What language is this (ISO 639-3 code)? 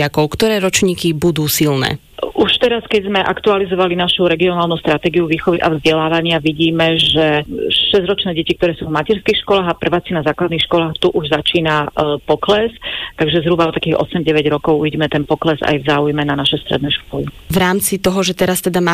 slk